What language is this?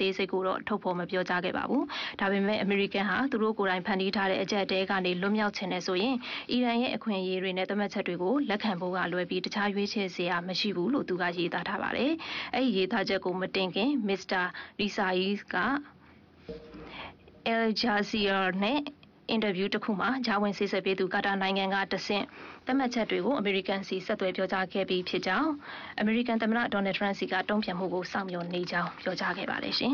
Burmese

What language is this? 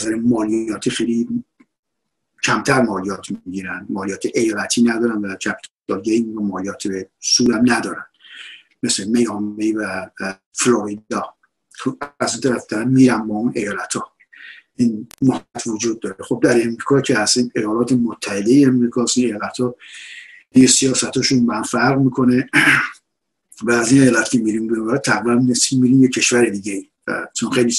Persian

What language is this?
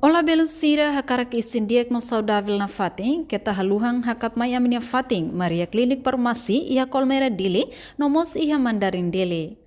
Tetum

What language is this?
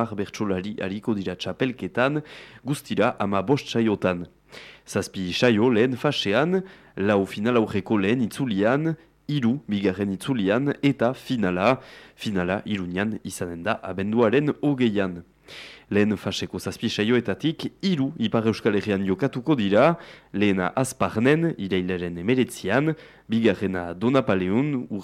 Basque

